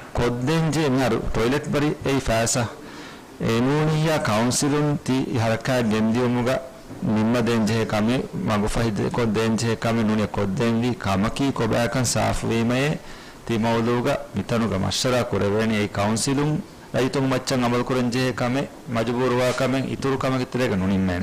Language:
Divehi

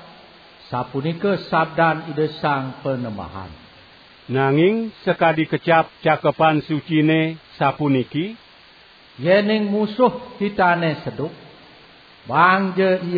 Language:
Balinese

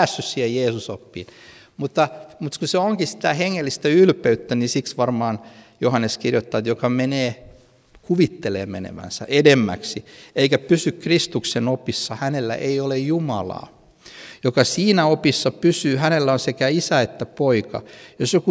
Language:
Finnish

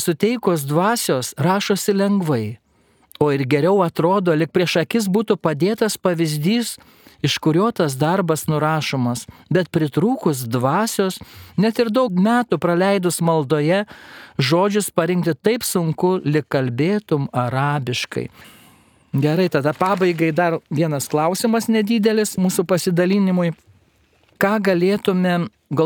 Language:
Lithuanian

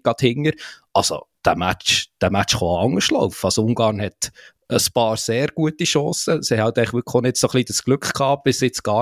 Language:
German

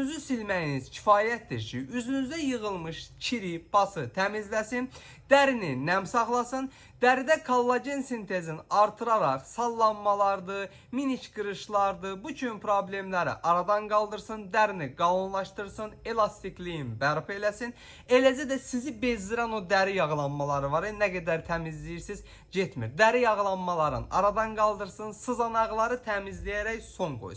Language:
Azerbaijani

